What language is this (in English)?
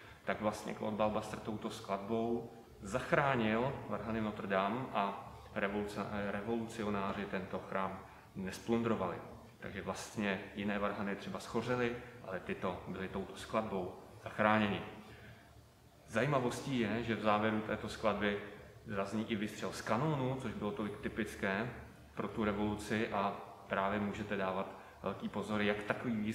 Czech